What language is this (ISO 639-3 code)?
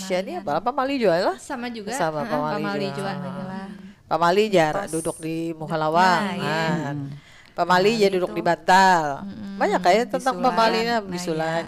bjn